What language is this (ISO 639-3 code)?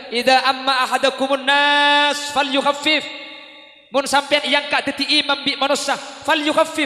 mad